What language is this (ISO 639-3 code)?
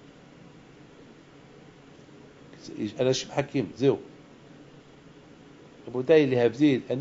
heb